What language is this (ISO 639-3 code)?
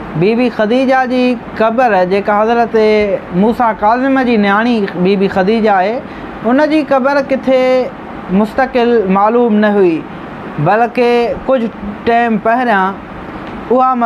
snd